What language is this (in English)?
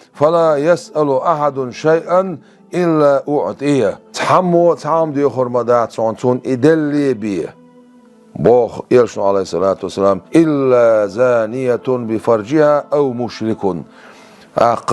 Chechen